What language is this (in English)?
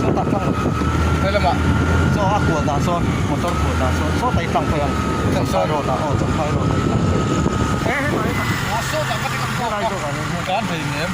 Mizo